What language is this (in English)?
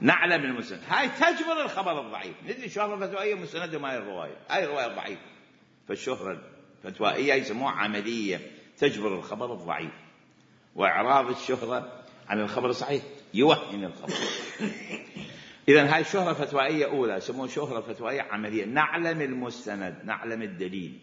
Mesopotamian Arabic